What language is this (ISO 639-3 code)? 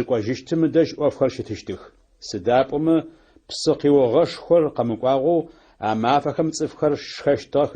ady